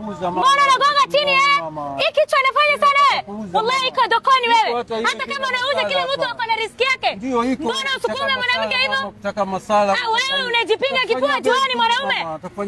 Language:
Swahili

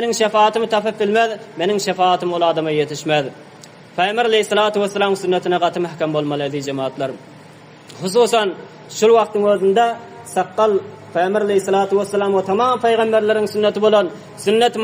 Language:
Turkmen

